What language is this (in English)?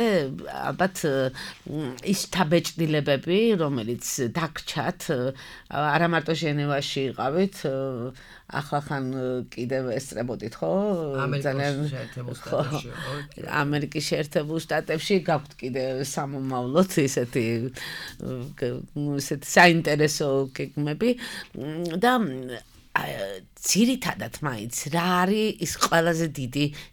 Georgian